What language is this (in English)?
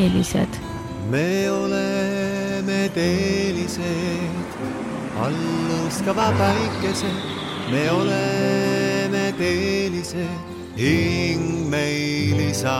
Estonian